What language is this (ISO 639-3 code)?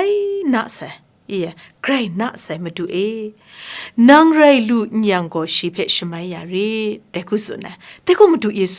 kac